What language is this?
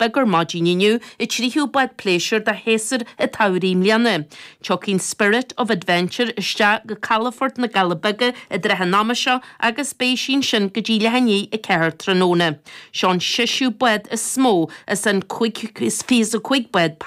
Irish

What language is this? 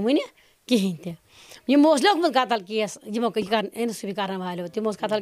Kashmiri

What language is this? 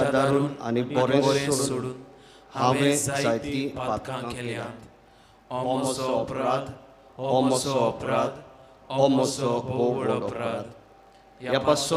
Konkani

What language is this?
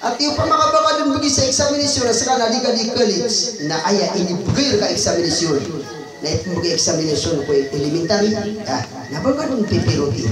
Maranao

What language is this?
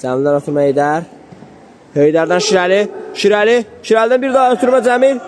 Azerbaijani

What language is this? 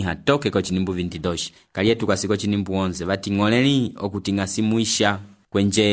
Umbundu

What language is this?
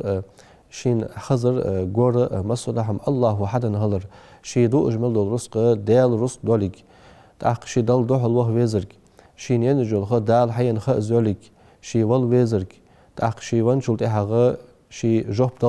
Ingush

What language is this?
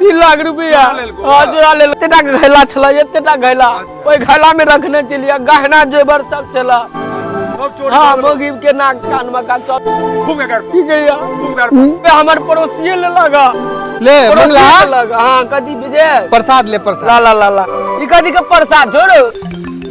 Maithili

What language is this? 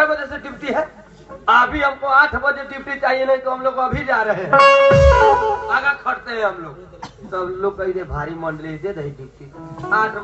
Bhojpuri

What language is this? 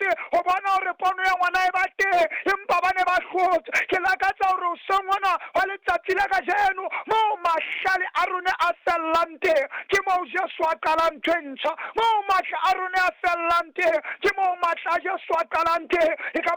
Southern Sotho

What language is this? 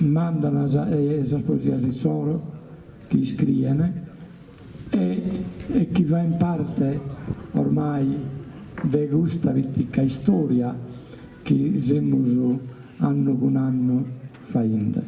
Sardinian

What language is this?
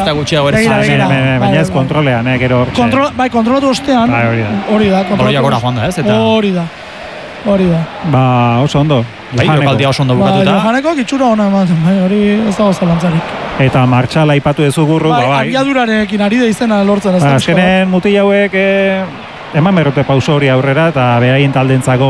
Basque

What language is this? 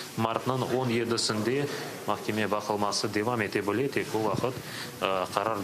Crimean Tatar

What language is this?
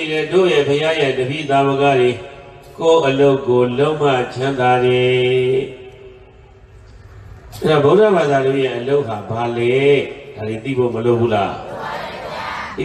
Burmese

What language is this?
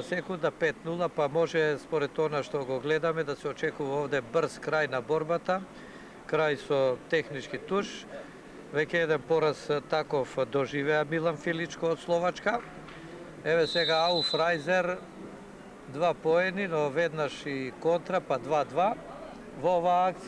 Macedonian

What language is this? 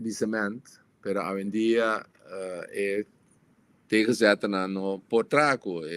Papiamento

